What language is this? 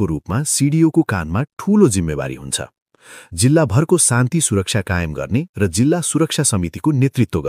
Nepali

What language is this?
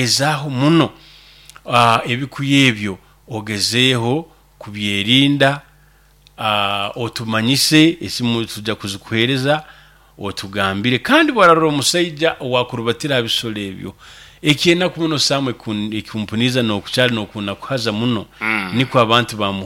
Nyoro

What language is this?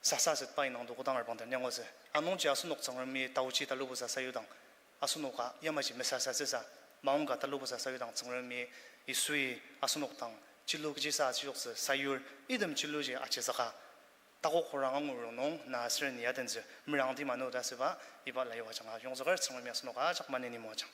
Ao Naga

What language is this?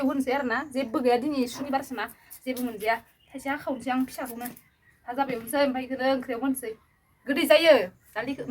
Bodo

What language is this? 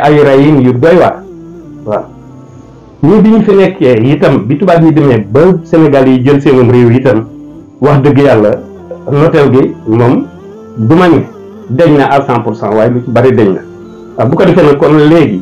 Wolof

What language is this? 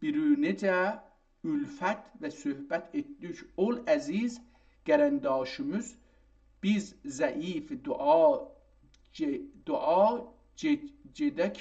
South Azerbaijani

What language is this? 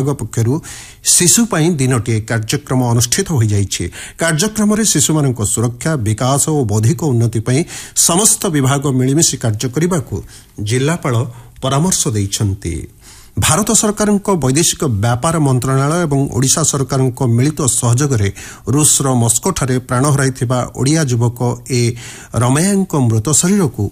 Odia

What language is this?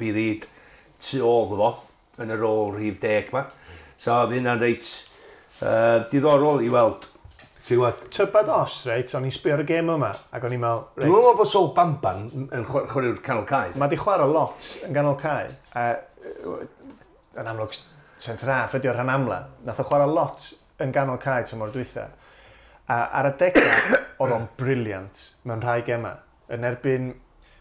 Welsh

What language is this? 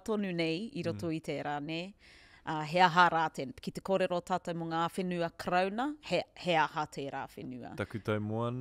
Māori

